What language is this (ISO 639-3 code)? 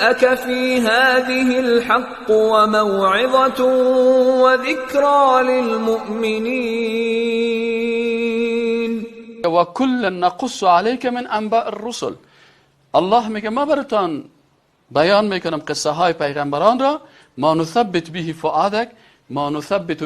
fas